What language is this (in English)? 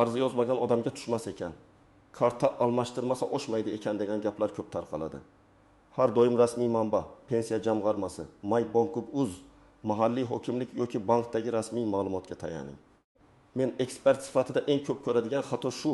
Uzbek